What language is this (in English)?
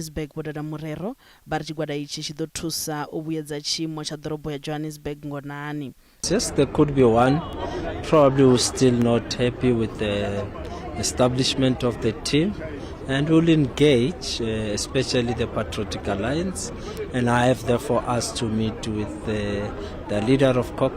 Venda